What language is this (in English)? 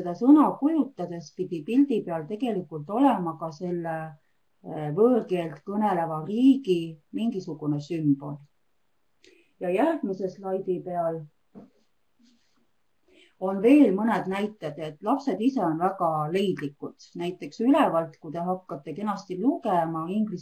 Estonian